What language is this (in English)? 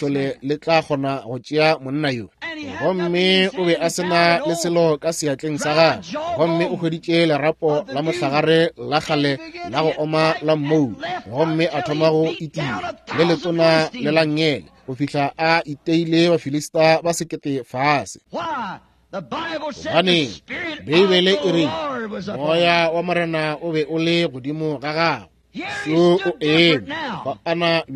Northern Sotho